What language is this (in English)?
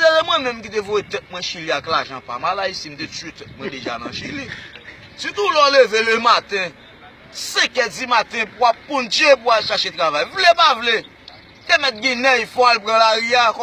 Haitian Creole